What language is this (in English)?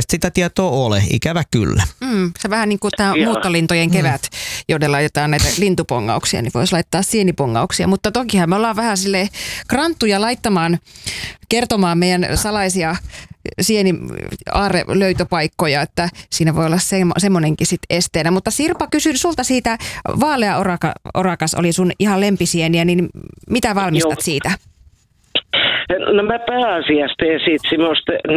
Finnish